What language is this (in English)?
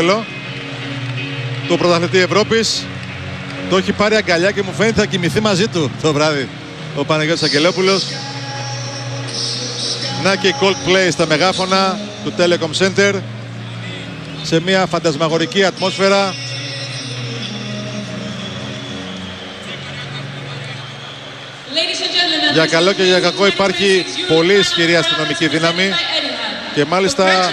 Greek